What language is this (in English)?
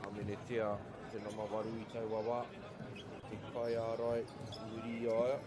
Māori